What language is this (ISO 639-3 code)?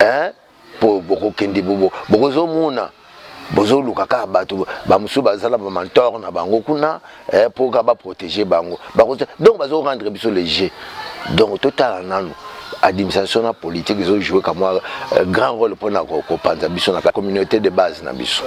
lin